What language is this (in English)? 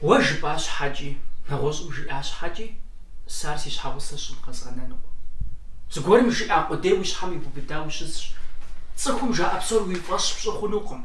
Kabardian